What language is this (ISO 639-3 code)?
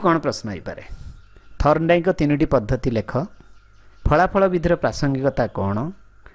ori